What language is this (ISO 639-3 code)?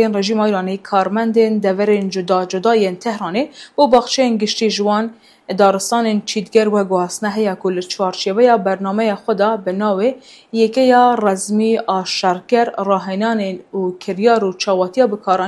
kur